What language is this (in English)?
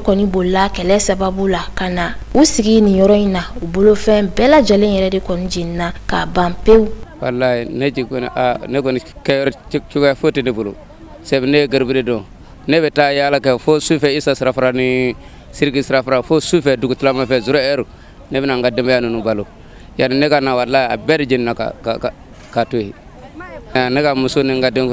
Bambara